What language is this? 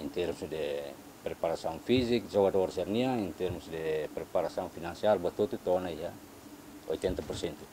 Tetum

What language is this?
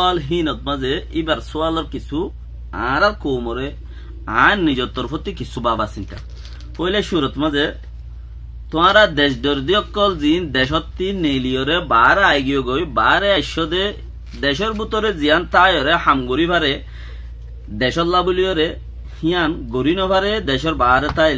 Rohingya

